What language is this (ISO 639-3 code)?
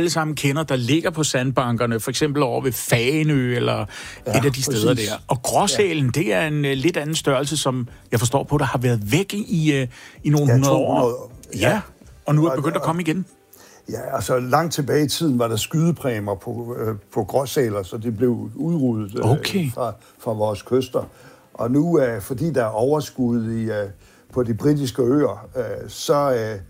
dan